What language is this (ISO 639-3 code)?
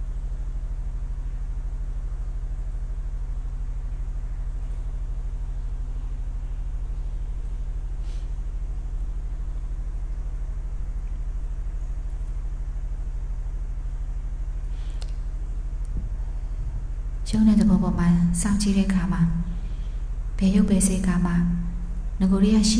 mya